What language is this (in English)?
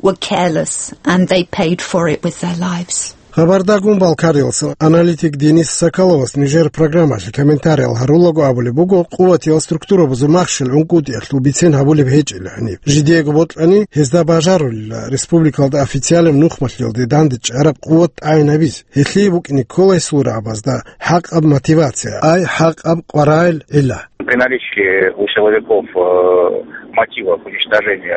Avaric